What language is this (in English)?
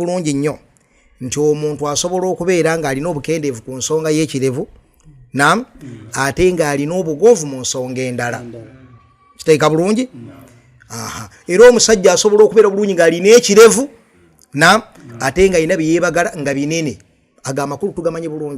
Ganda